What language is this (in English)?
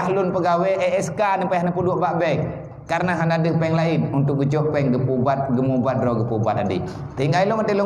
Achinese